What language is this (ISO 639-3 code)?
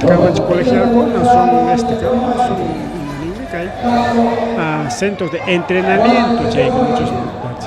quy